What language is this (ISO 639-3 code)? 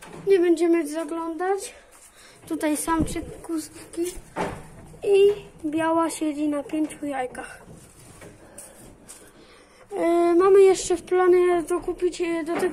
pol